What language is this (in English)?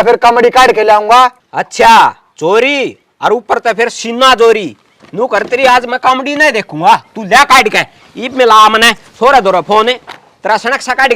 Haryanvi